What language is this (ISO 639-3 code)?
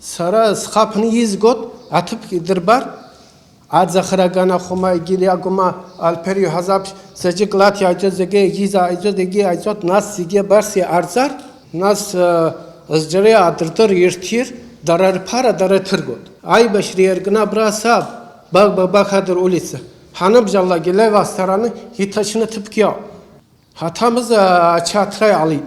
abk